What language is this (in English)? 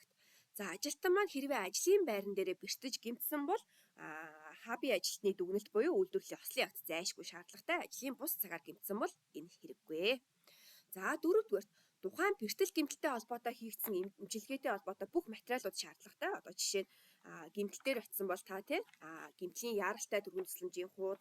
Mongolian